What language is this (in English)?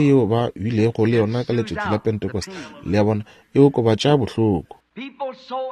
Northern Sotho